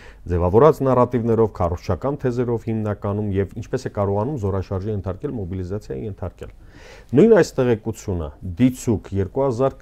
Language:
Armenian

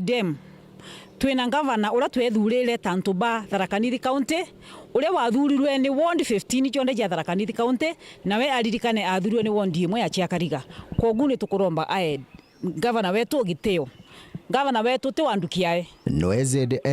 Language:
Meru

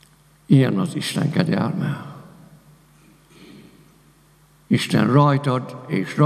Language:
Hungarian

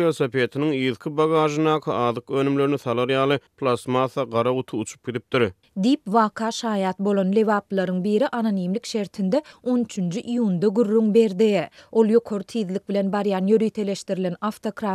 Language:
Turkmen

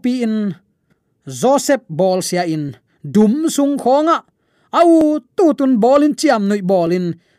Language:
Tedim Chin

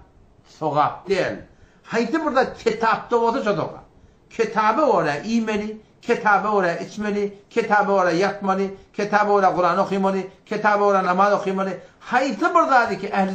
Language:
Turkmen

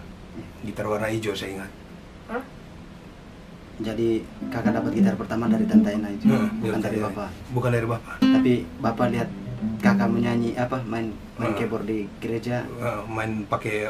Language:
Indonesian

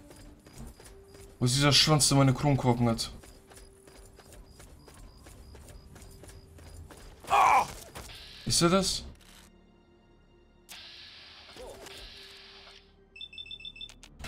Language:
German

